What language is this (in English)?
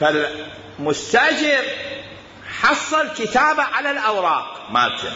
Mesopotamian Arabic